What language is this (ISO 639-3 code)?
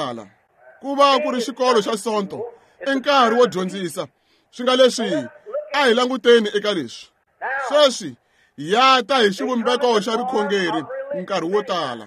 tso